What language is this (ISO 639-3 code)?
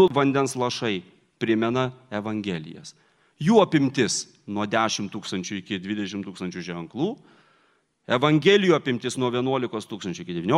lit